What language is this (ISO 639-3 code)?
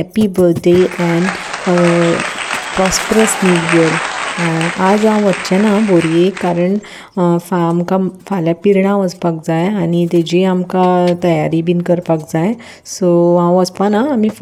kok